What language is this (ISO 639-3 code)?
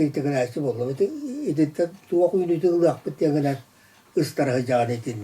sah